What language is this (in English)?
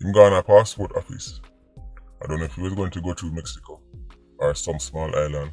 Jamaican Creole English